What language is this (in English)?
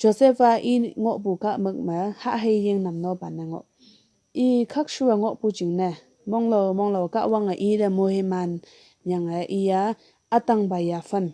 Konyak Naga